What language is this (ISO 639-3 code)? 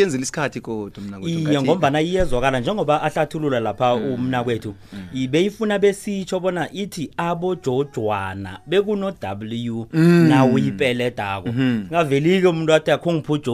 nbl